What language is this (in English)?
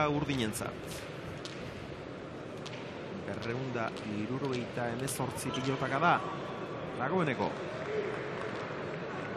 Basque